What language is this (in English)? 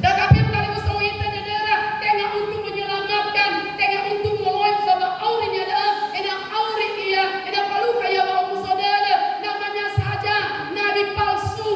Nias